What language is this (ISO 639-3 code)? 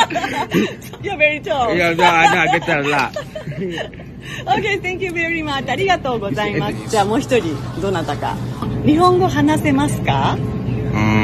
jpn